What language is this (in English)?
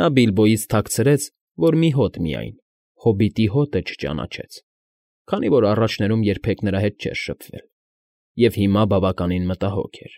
Armenian